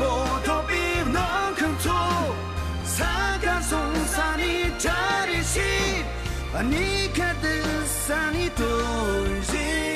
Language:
Tibetan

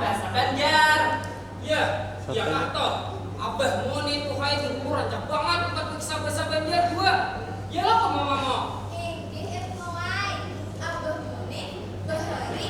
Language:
Banjar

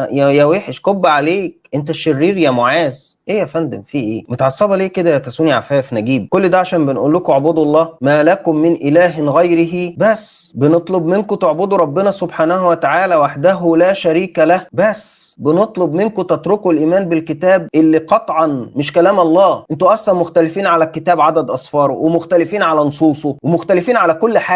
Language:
Egyptian Arabic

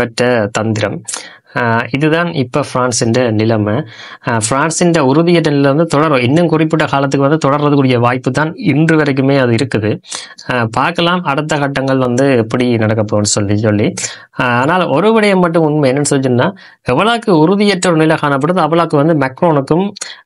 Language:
Tamil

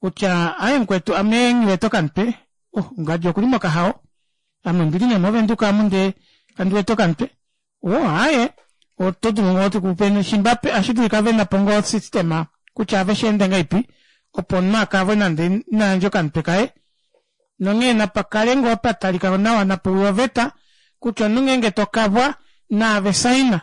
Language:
Kuanyama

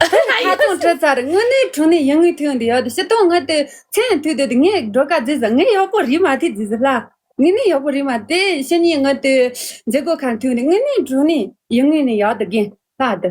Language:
Tibetan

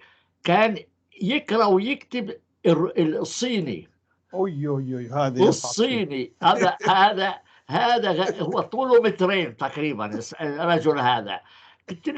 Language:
North Levantine Arabic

